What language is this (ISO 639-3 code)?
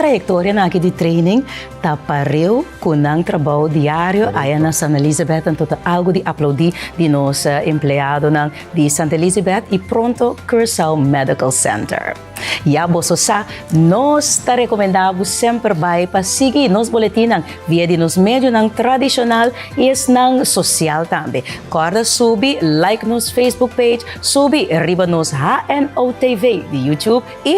pap